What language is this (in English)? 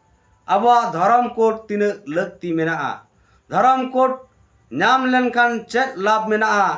Santali